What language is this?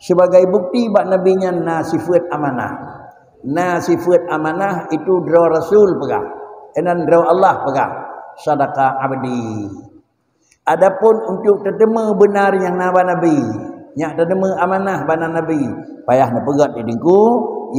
Achinese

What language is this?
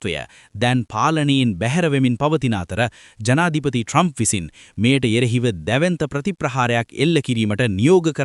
Sinhala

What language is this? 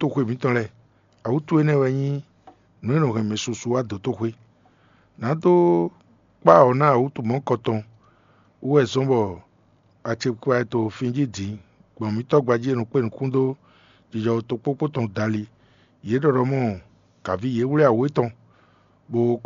Fon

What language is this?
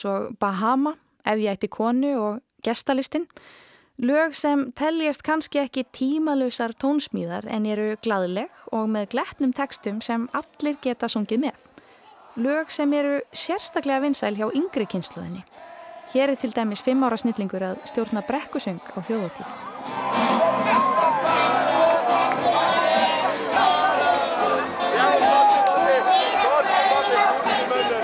Icelandic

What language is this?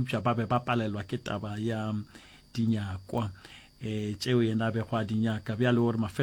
Northern Sotho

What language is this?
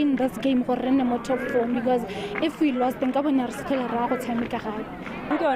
Tswana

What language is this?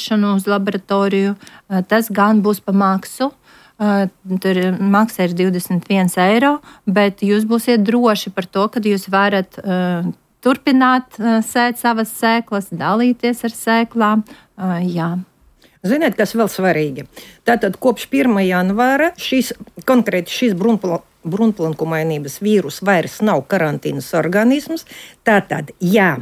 Latvian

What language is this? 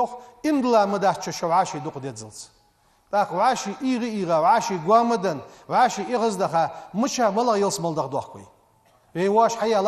Ingush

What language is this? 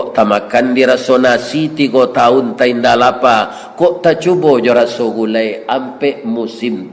Minangkabau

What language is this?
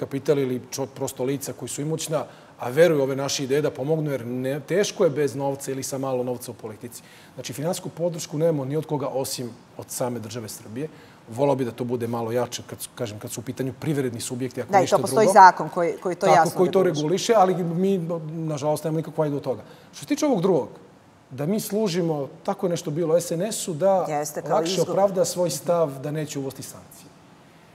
Serbian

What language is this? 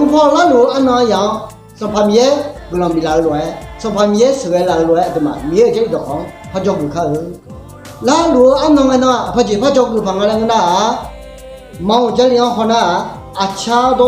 Akha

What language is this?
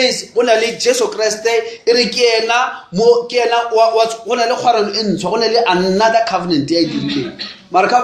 Northern Sotho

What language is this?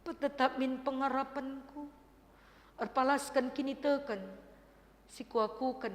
Batak Karo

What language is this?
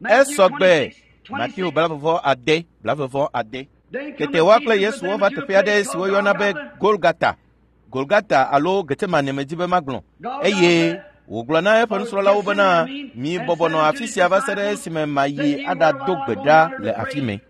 Ewe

